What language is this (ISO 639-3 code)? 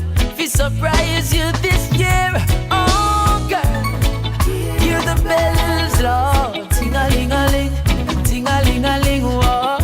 jam